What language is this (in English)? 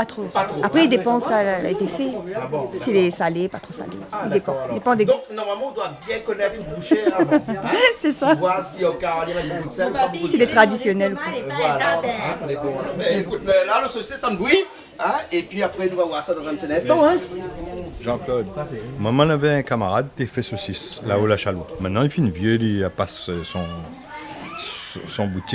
Réunion Creole French